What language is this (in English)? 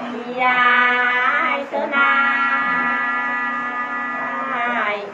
Nung (Viet Nam)